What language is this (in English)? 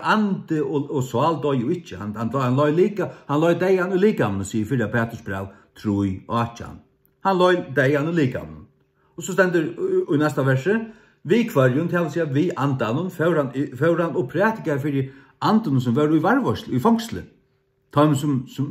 Faroese